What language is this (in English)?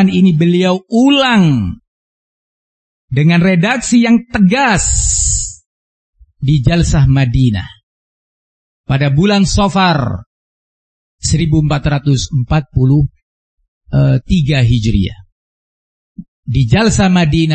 Indonesian